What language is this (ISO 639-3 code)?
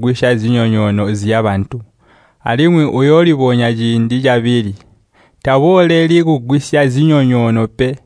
toi